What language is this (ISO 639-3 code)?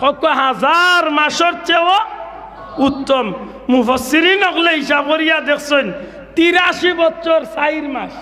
syl